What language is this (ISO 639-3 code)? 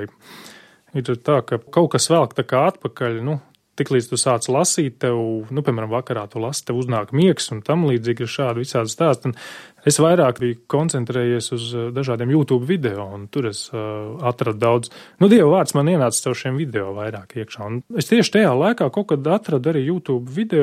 lav